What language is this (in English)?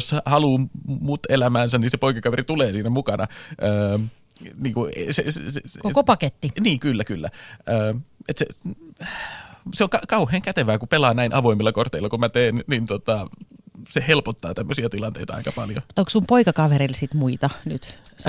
Finnish